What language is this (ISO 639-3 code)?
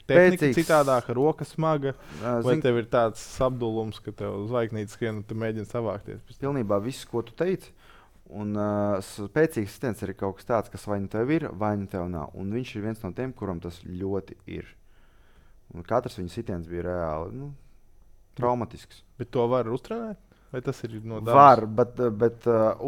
lav